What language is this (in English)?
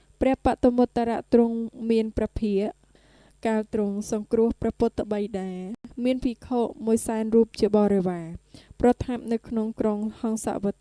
Khmer